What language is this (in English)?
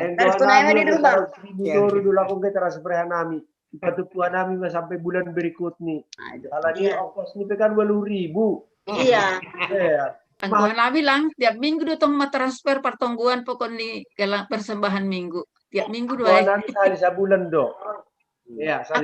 Batak Simalungun